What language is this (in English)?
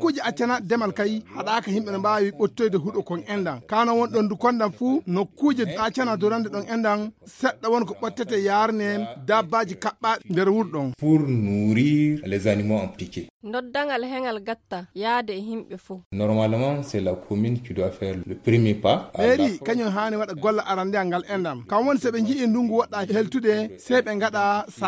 Fula